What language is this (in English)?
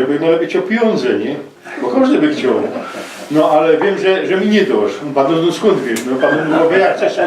Silesian